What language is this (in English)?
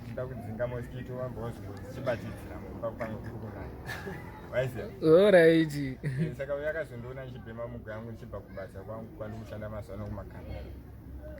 Shona